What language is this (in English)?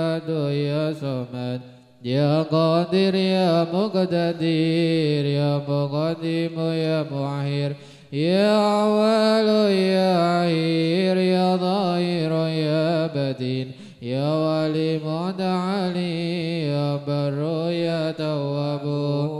Arabic